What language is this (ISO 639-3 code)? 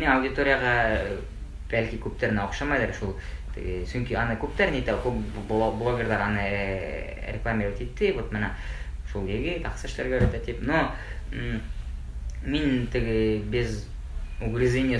bak